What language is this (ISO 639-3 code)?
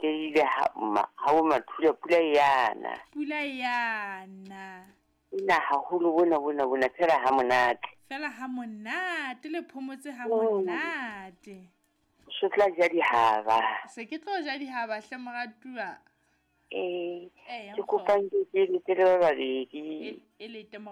sot